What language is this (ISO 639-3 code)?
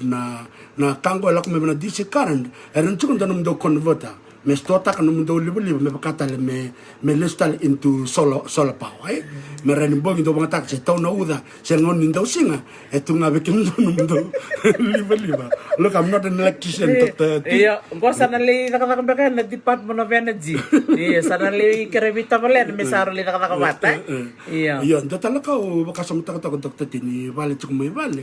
fij